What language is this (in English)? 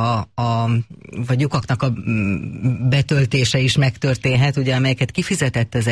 Hungarian